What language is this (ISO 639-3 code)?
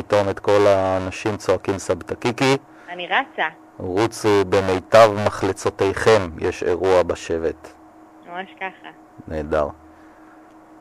heb